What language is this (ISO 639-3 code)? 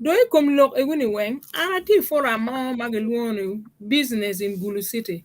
ach